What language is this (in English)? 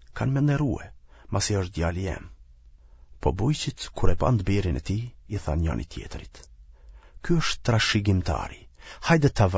Albanian